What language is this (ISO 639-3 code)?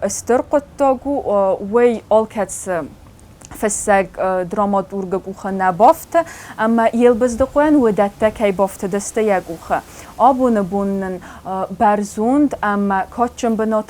oss